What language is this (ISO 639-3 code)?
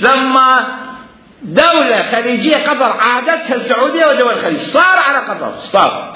acm